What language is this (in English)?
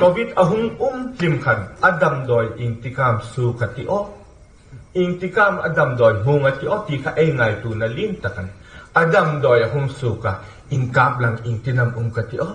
Hmar